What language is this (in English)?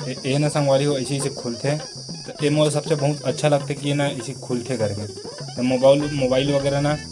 Chhattisgarhi